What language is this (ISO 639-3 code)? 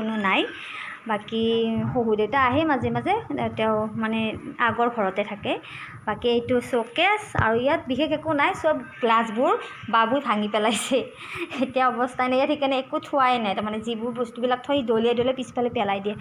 asm